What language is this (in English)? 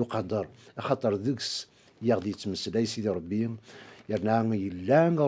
Kabyle